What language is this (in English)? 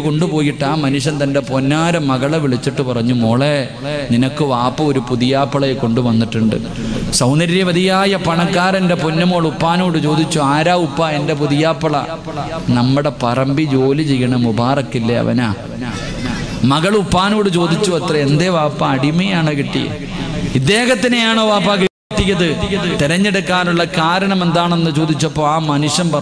Malayalam